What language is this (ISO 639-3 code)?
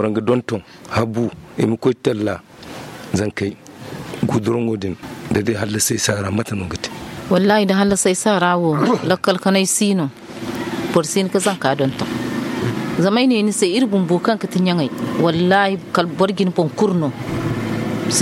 dje